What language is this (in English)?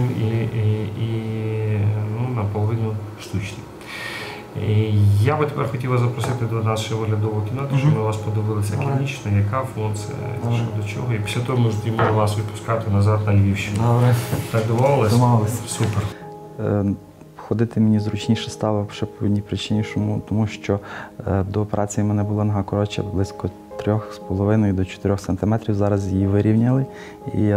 Ukrainian